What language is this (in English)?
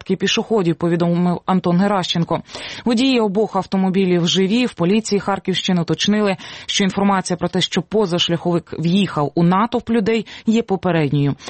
Ukrainian